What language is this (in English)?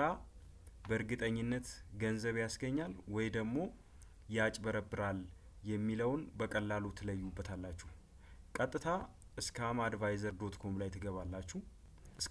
Amharic